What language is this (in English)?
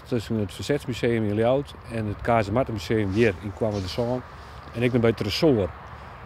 Western Frisian